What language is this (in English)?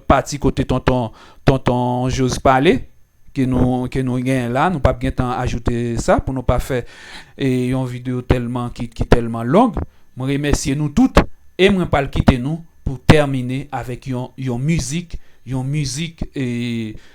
Haitian Creole